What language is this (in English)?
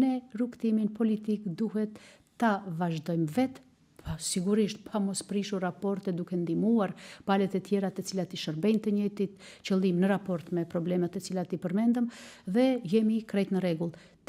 Albanian